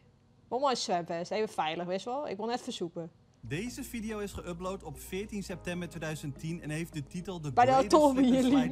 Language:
Western Frisian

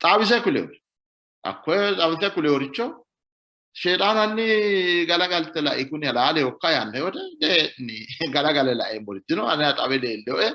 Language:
Sidamo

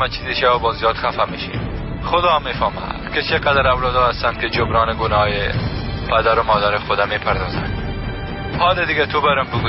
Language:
Persian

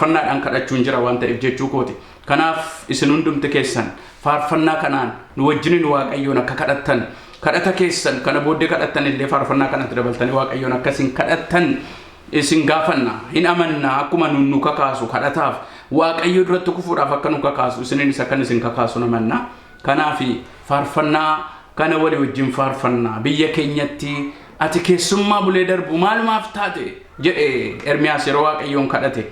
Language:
Oromo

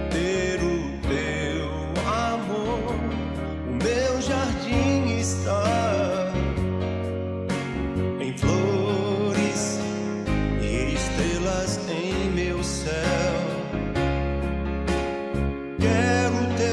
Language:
Portuguese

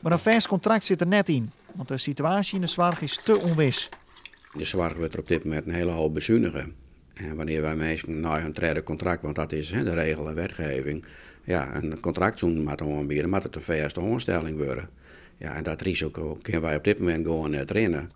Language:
Western Frisian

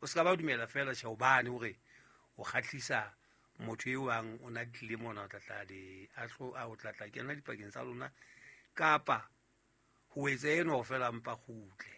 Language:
Southern Sotho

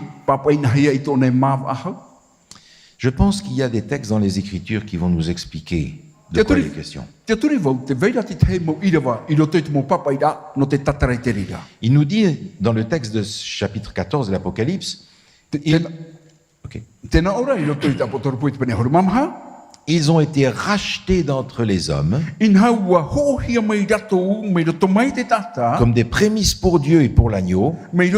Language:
Tahitian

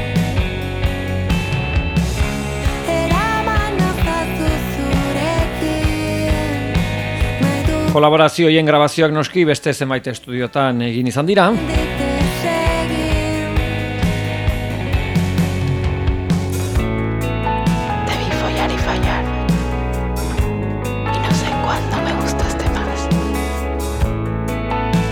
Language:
Basque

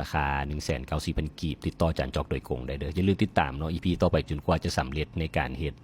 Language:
Lao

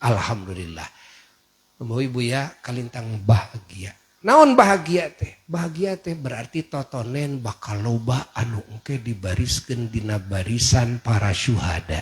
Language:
Sundanese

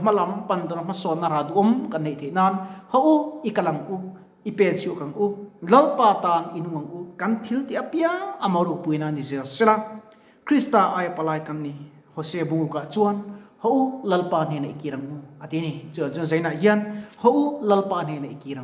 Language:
Mizo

